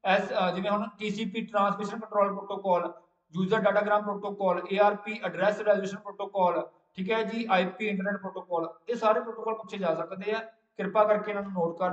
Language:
Punjabi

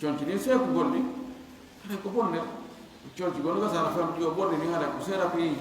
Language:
Fula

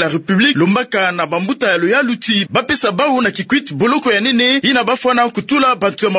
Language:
Kituba (Democratic Republic of Congo)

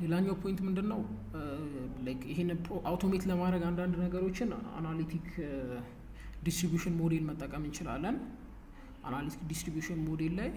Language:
Amharic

